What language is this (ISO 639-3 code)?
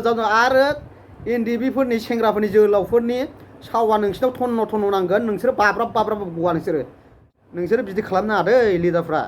brx